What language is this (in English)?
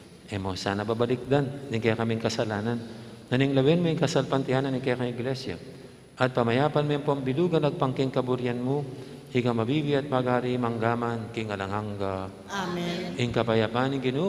Pampanga